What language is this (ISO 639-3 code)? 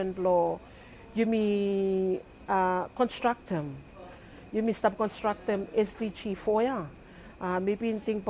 bis